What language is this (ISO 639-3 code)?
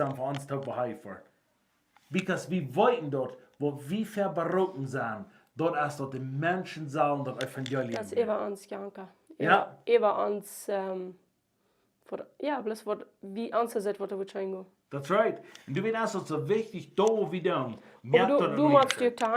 pdt